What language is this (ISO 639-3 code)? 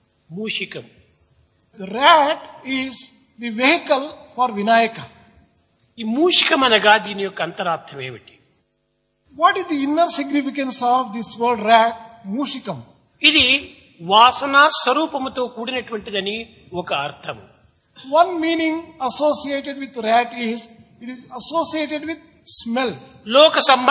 tel